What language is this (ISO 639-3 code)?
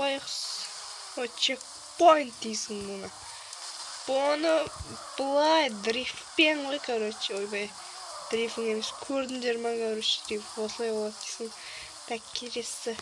kaz